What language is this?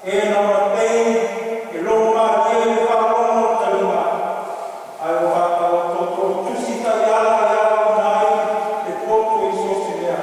Samoan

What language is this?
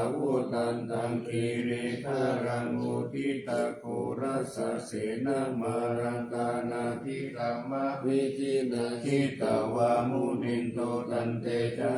Pali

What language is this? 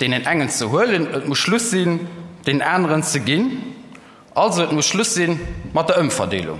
Luxembourgish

